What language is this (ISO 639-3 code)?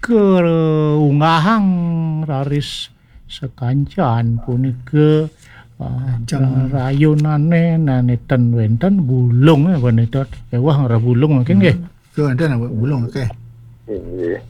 ban